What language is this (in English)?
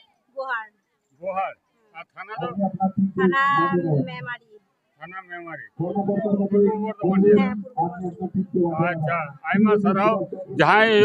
Santali